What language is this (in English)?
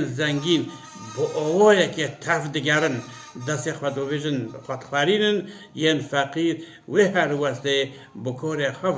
Kurdish